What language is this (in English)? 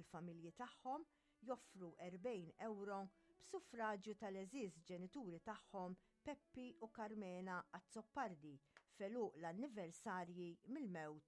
Maltese